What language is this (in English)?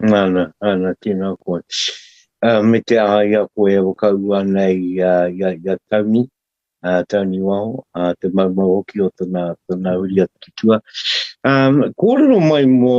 Māori